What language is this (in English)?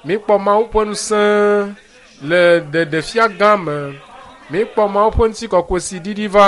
Ewe